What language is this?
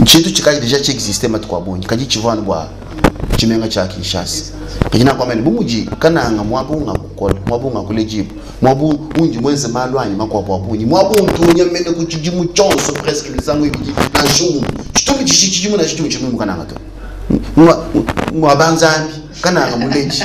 Luba-Lulua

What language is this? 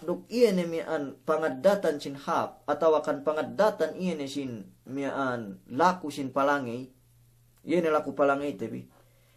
Yakan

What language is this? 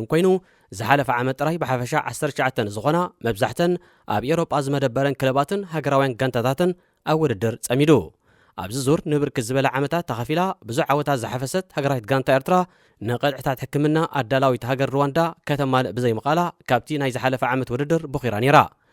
Tigrinya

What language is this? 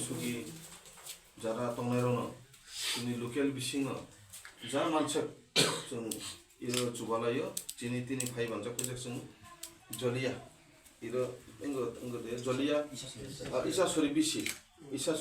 Kok Borok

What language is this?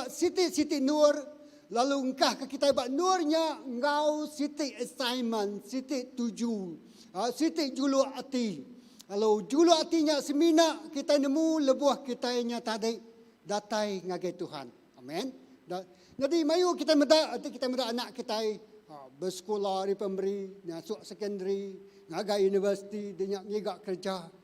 Iban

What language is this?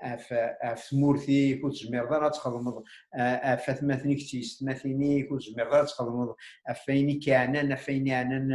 Kabyle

